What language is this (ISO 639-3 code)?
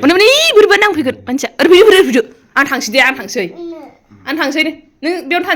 brx